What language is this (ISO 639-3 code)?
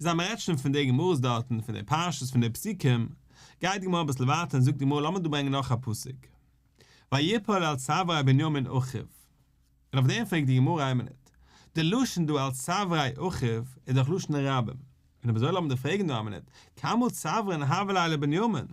yid